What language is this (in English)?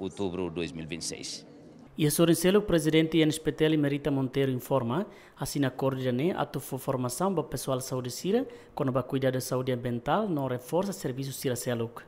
Tetum